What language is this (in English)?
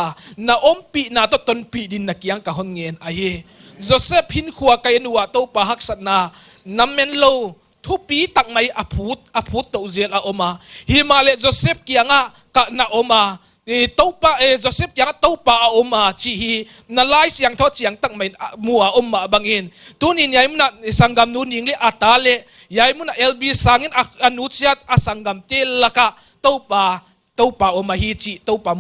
Paite Chin